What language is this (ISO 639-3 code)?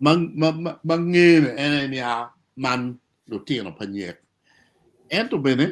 ach